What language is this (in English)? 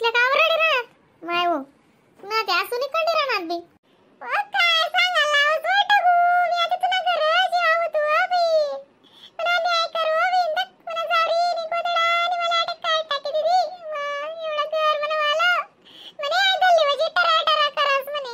Khandesi